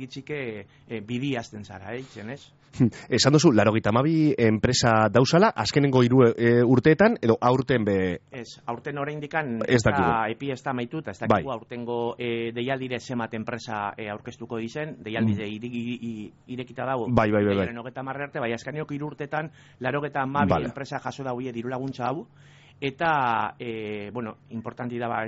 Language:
Basque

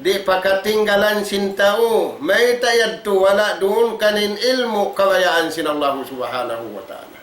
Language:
Tausug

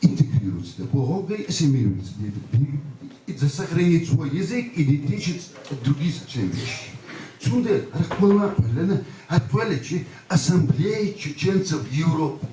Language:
Chechen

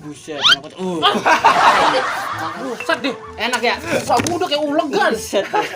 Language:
Betawi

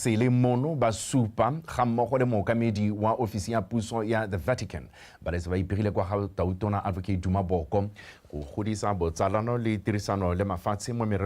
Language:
Tswana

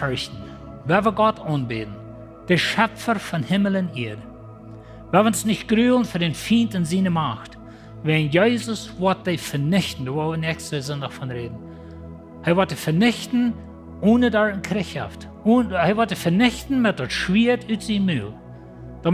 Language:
Plautdietsch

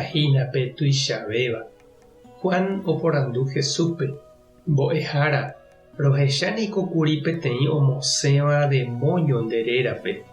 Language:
Guarani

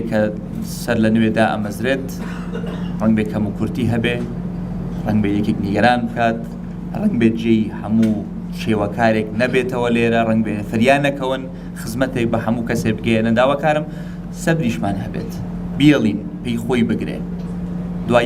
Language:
Central Kurdish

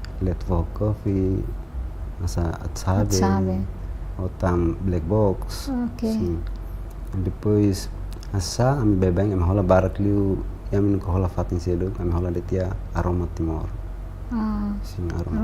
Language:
Tetum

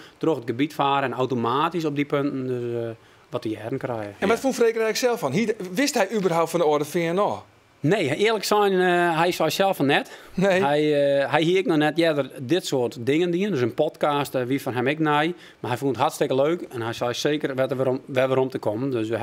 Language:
Western Frisian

